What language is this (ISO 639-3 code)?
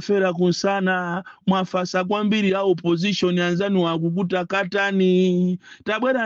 nya